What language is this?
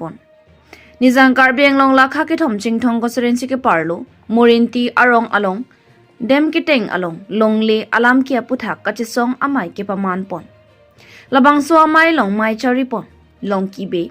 Karbi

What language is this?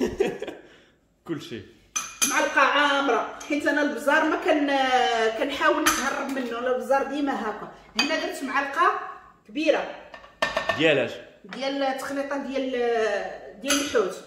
Moroccan Arabic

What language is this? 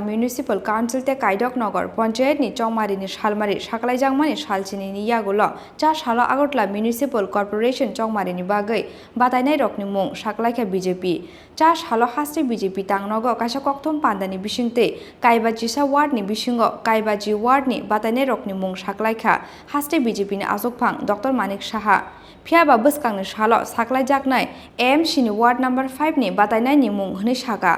Kok Borok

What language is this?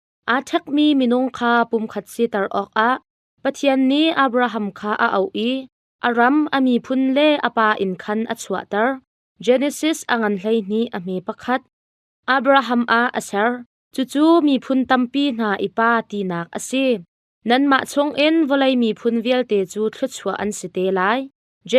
Hakha Chin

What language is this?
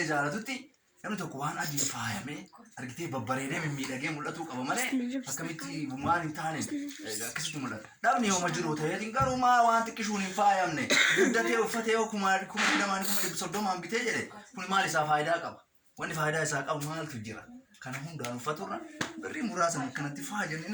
Oromo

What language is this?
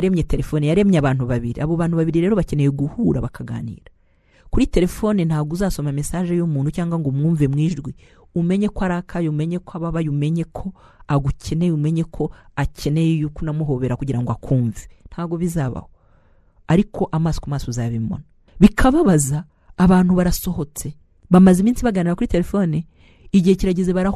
Kinyarwanda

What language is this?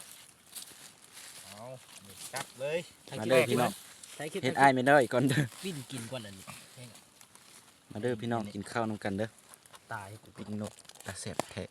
Lao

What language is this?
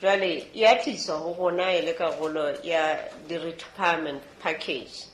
Southern Sotho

